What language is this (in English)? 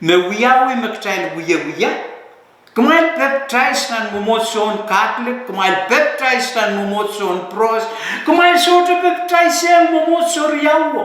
Pohnpeian